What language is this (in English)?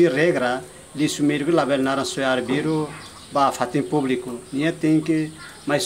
Tetum